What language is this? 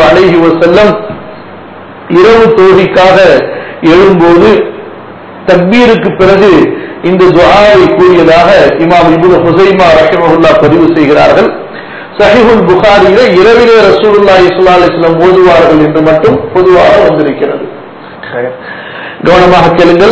Tamil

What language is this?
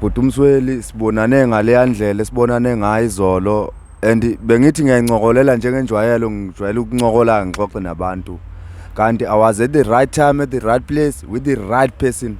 Zulu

